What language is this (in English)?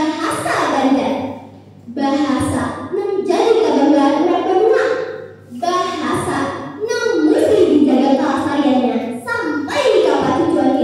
Banjar